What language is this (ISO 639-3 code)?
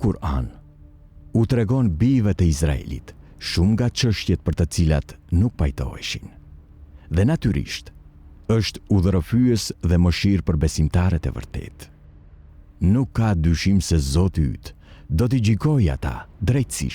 sqi